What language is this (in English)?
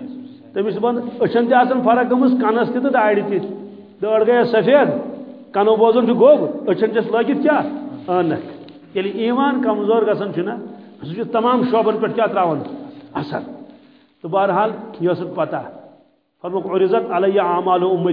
Kashmiri